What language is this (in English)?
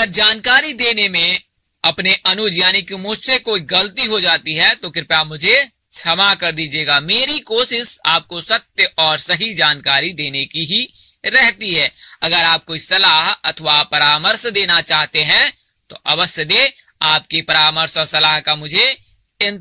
Hindi